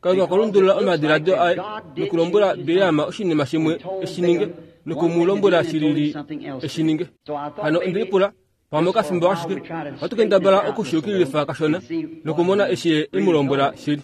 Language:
Kuanyama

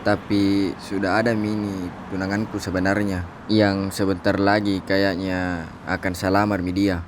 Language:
Makassar Malay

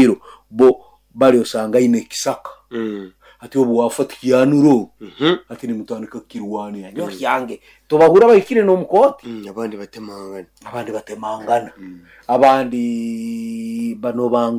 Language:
Nyoro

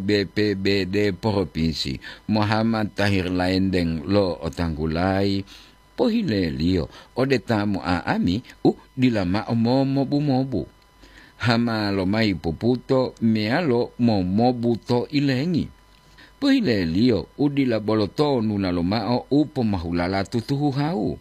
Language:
Gorontalo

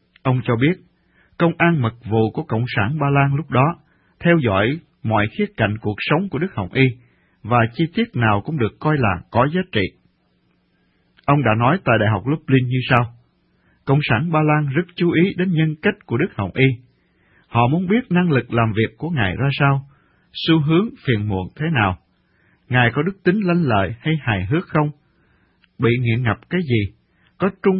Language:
Vietnamese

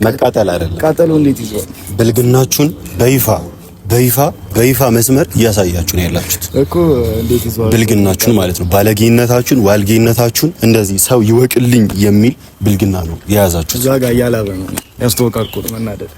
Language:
Amharic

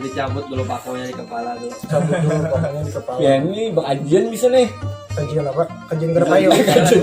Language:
Banjar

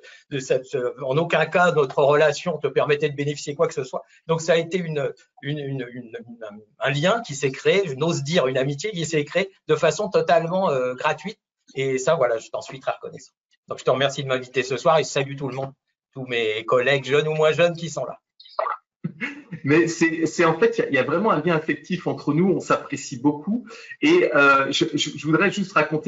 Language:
French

